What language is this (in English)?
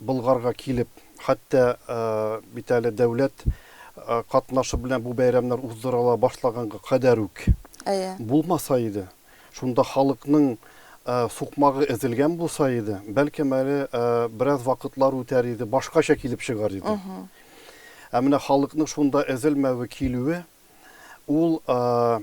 Tatar